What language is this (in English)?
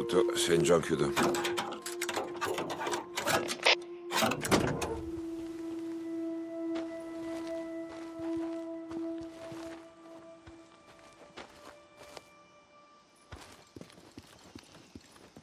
Italian